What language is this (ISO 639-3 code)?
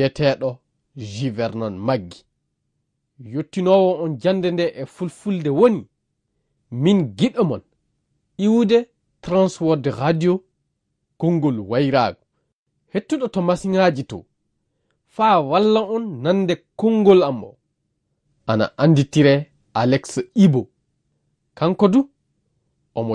ful